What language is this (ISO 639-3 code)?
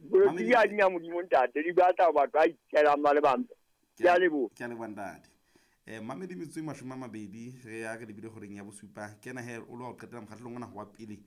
sot